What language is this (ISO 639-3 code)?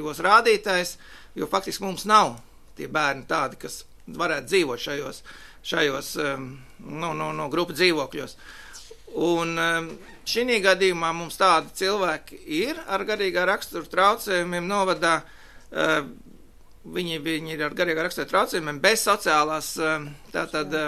lav